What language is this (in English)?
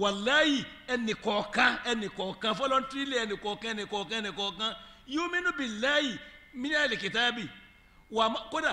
Yoruba